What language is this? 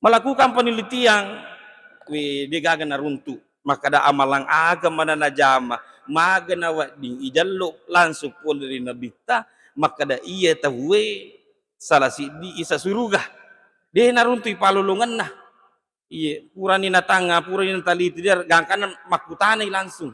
Buginese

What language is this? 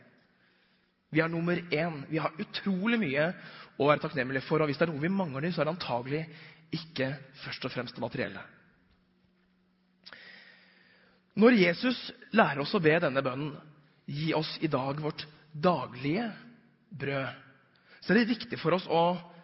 Norwegian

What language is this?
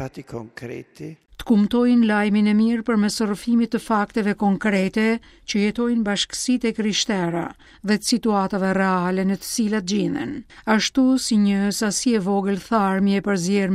Albanian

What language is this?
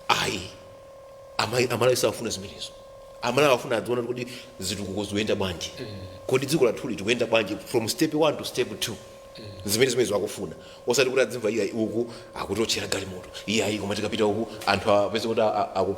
Nyanja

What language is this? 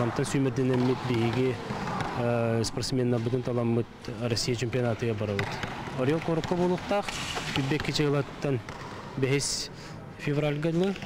Yakut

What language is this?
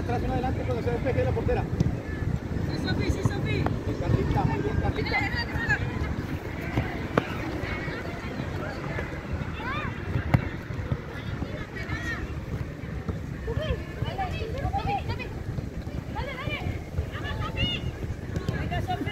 Spanish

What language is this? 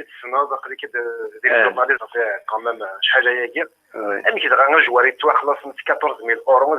Kabyle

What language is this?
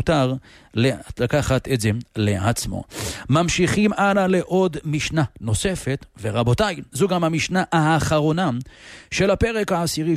Hebrew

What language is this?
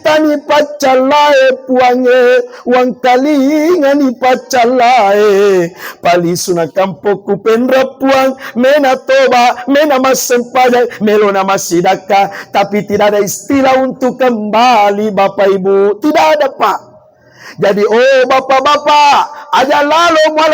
Buginese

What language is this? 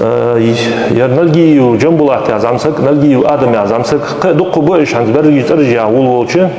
Ingush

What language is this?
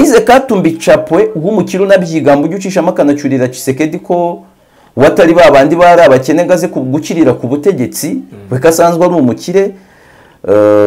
Kinyarwanda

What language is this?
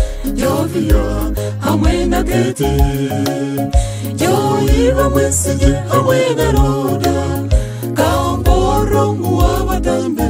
Kinyarwanda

